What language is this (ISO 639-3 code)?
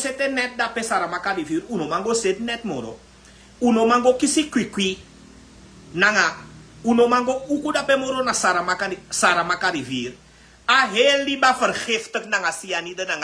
srn